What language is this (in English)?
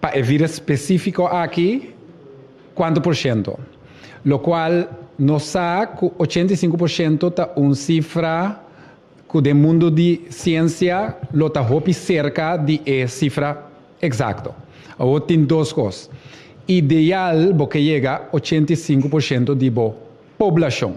Papiamento